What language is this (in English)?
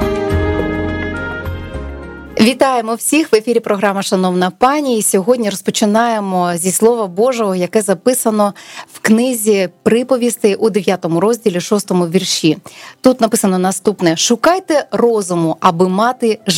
Ukrainian